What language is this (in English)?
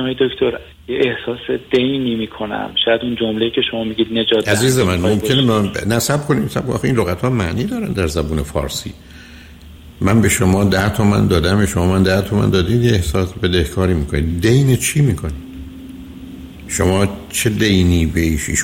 Persian